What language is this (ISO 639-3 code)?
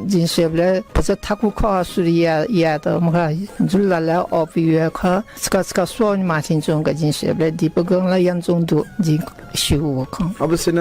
new